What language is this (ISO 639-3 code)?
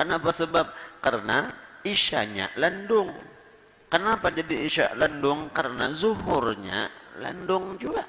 bjn